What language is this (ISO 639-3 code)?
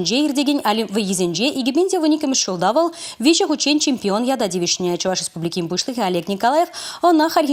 chv